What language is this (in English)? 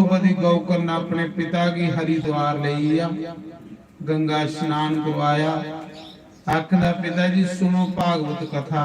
Dogri